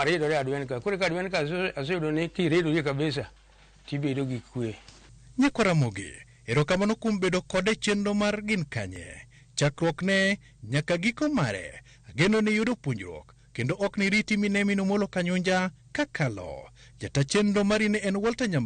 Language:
Luo (Kenya and Tanzania)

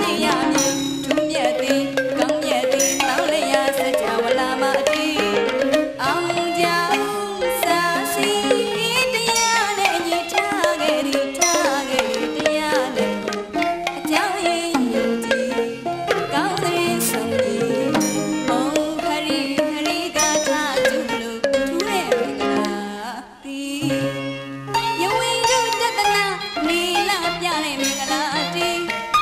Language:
Burmese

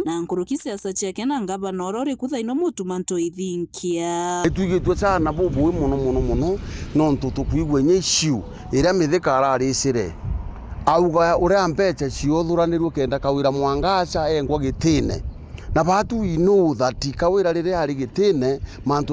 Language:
Meru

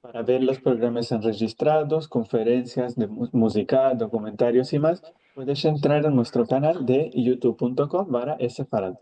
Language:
Ladino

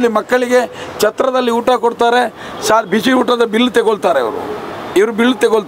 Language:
Kannada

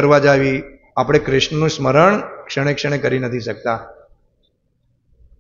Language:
Gujarati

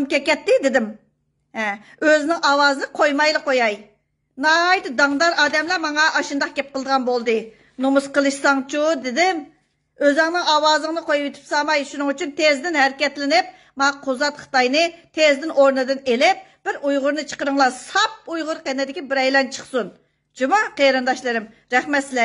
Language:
Uyghur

